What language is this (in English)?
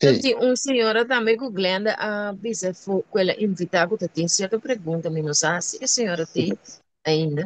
Papiamento